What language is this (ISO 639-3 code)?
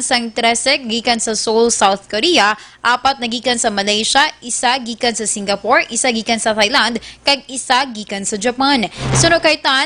hil